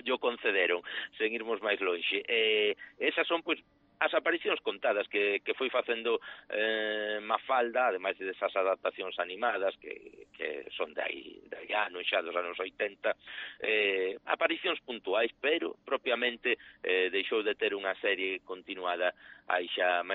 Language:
Galician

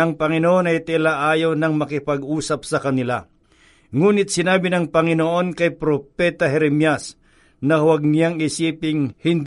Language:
Filipino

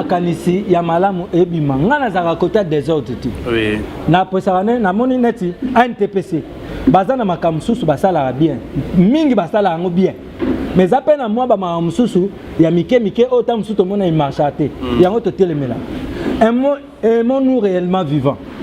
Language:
Lingala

